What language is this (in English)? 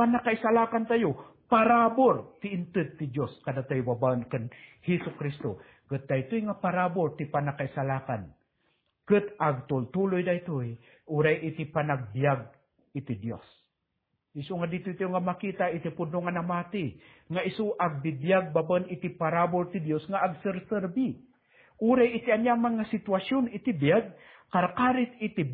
Iloko